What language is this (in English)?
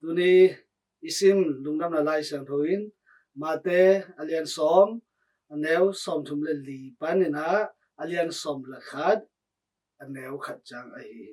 Tedim Chin